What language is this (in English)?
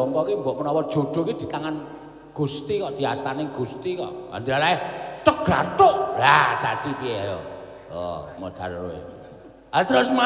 Javanese